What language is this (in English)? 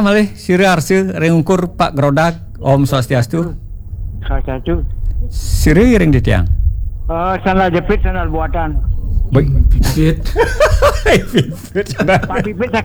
Balinese